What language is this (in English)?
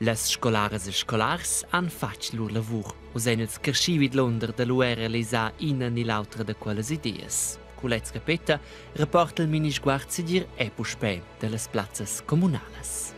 Romansh